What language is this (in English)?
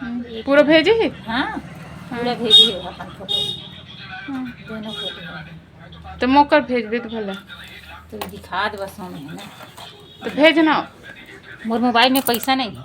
Chhattisgarhi